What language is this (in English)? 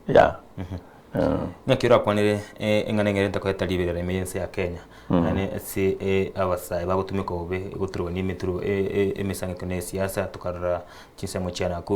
Gusii